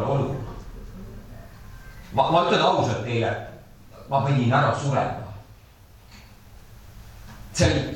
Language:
Estonian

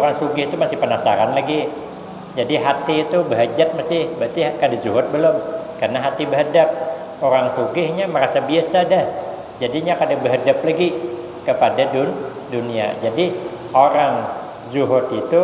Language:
Banjar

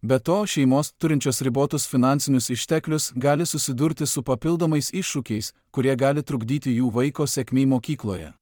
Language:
Lithuanian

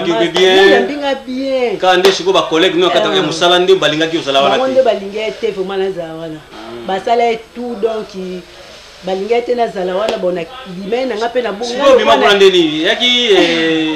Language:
Lingala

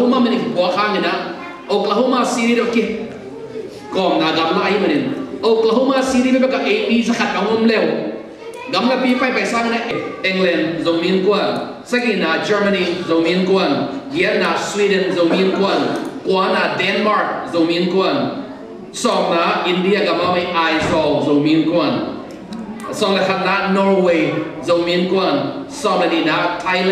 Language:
Tedim Chin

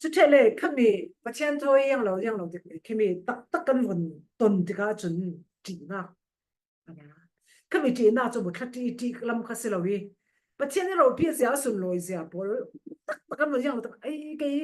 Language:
Falam Chin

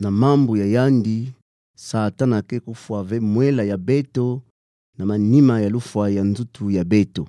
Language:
Kituba (Democratic Republic of Congo)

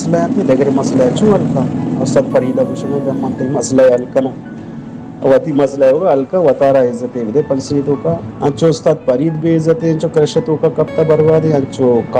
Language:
Baluchi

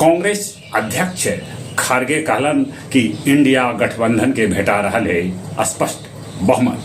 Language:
Magahi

